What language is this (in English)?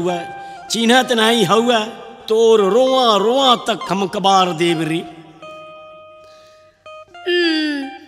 Bhojpuri